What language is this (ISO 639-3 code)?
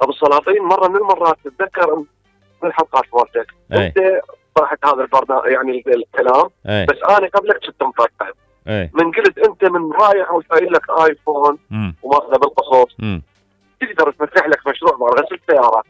acm